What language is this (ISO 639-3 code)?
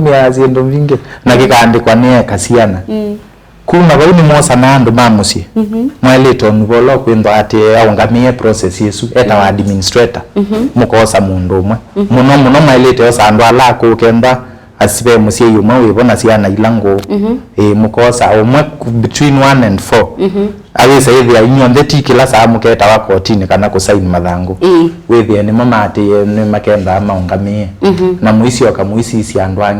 kam